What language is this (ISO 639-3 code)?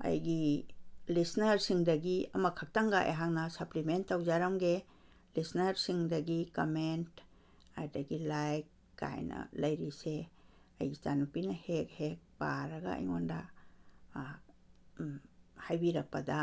mni